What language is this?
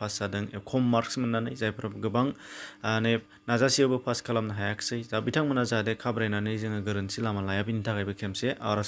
Bodo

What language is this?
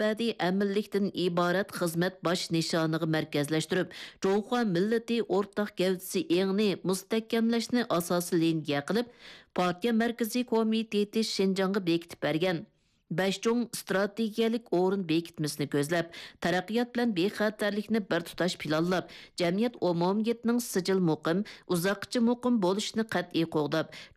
Uyghur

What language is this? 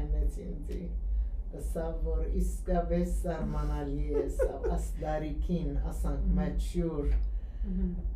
Western Armenian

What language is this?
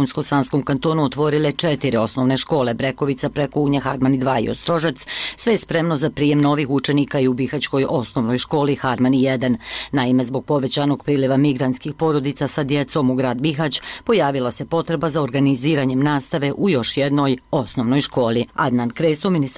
Bosnian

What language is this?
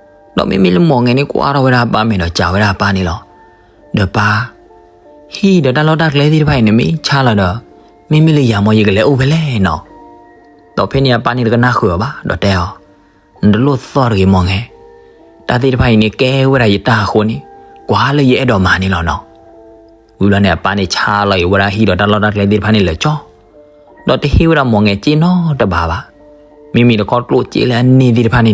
S'gaw Karen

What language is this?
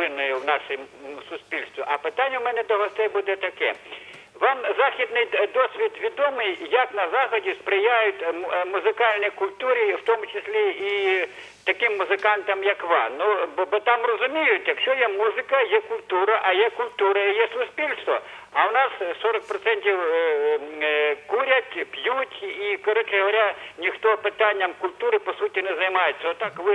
Ukrainian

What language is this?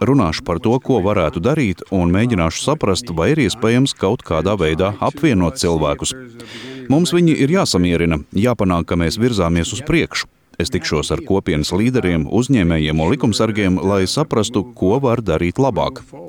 Latvian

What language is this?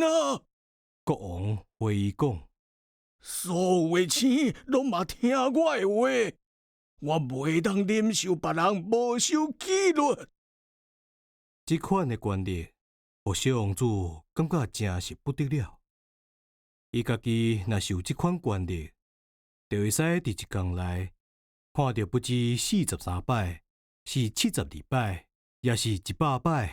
Min Nan Chinese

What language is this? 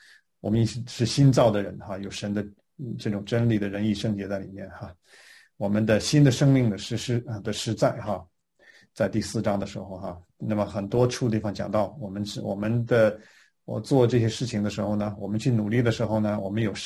Chinese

